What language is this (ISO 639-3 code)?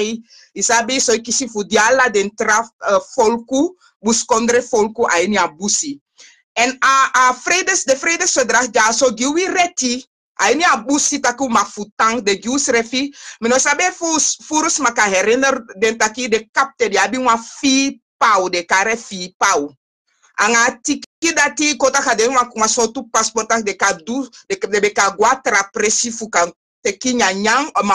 srn